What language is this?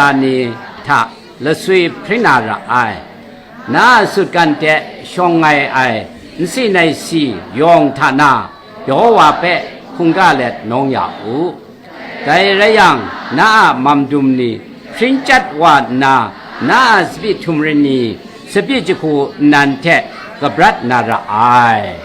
Kachin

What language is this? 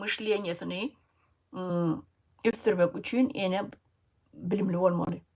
Turkmen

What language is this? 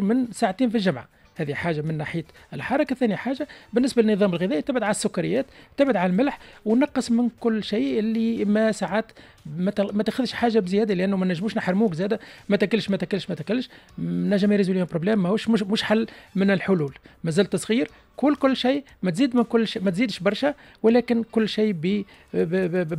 Tunisian Arabic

